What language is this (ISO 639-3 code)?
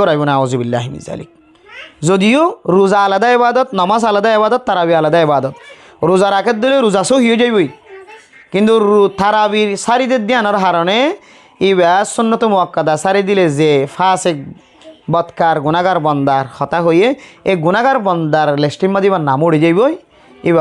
rhg